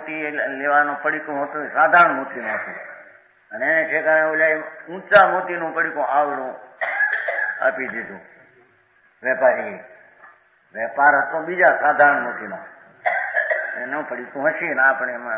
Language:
Gujarati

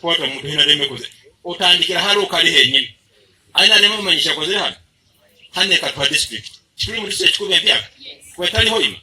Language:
Nyankole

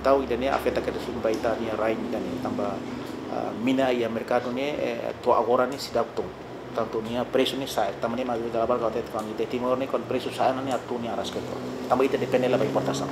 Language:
Tetum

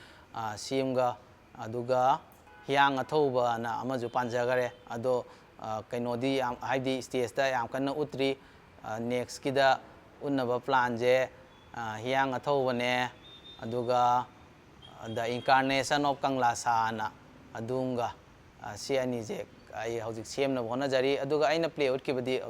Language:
Manipuri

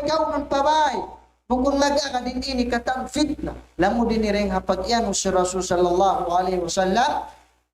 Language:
Tausug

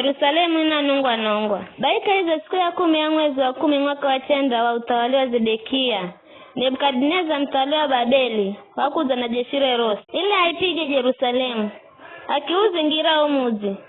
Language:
Giryama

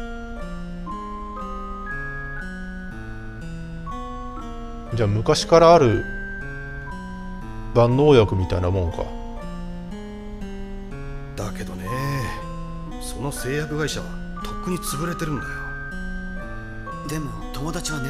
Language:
Japanese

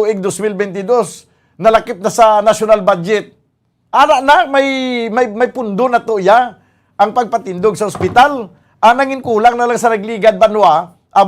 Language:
Hiligaynon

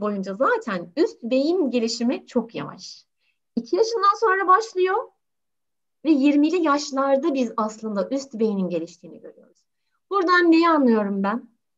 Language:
Turkish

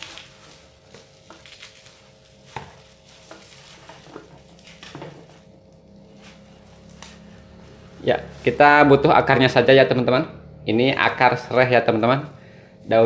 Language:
Indonesian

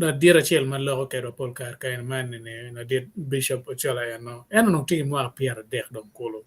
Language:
Acoli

